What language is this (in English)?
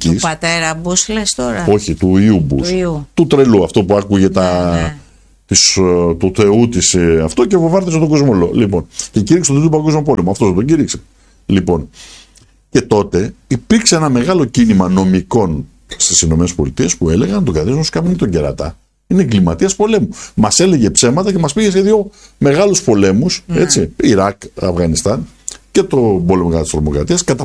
Greek